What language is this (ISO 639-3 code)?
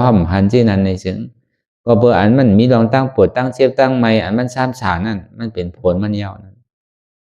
shn